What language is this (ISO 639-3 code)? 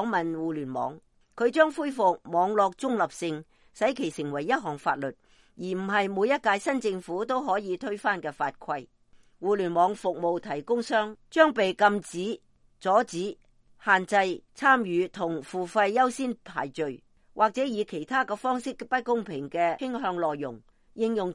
yue